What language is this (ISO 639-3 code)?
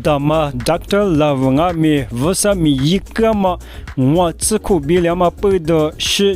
lis